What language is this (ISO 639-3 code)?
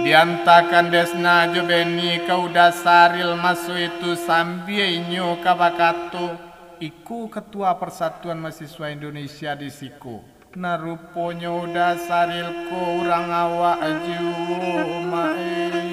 min